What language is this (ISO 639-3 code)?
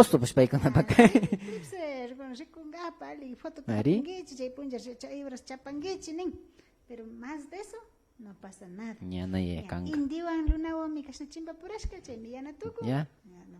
qvi